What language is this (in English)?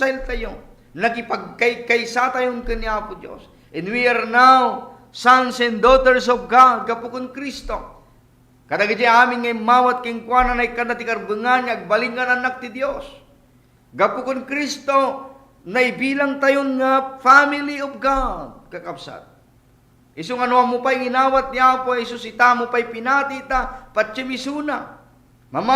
Iloko